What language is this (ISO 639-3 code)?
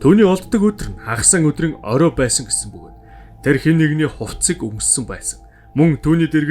mon